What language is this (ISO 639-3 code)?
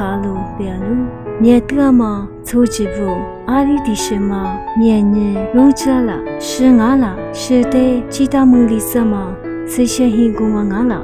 lis